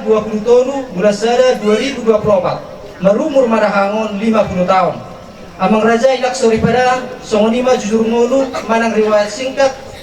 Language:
Batak Toba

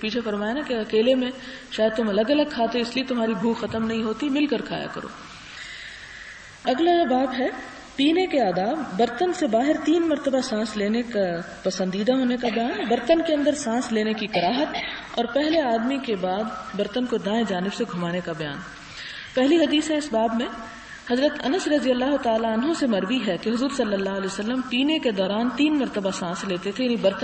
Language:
Urdu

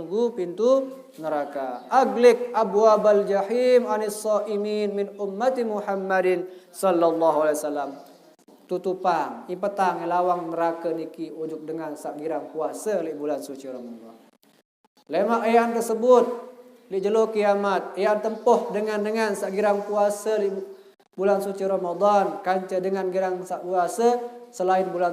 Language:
Sasak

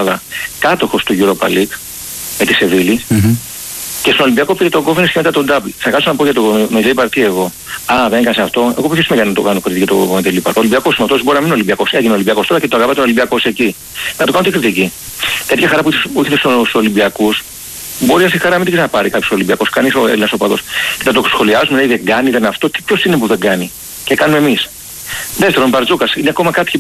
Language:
Greek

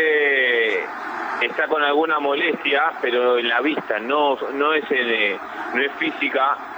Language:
Spanish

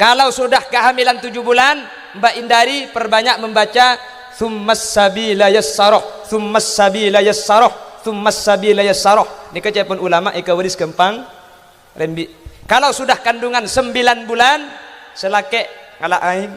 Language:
Madurese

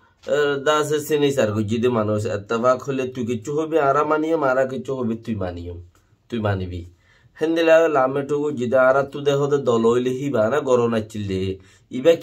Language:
Rohingya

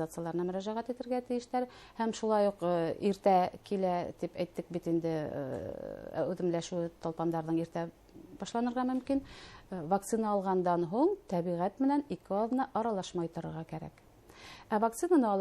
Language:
Bashkir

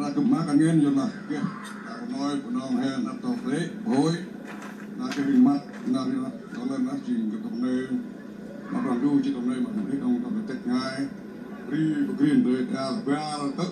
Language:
Central Mnong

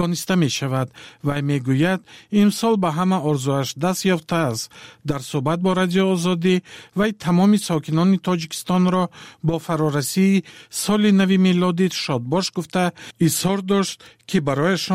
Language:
Tajik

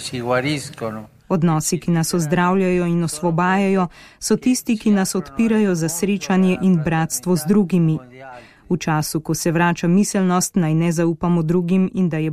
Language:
Slovenian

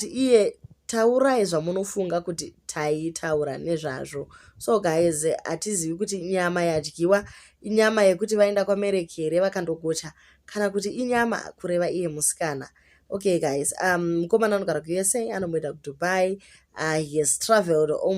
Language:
Shona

